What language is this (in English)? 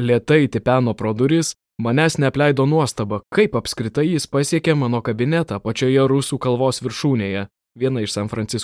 Lithuanian